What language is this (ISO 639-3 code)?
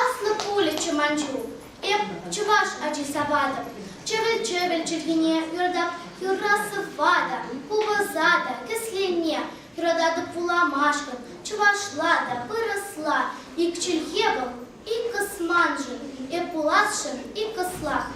chv